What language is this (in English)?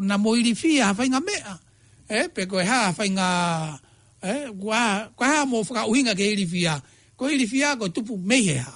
Tongan